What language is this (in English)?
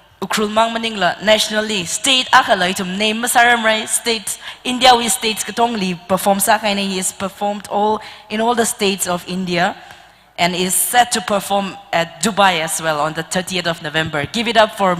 Tangkhul Naga (India)